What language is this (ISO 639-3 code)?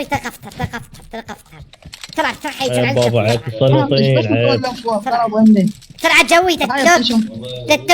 acm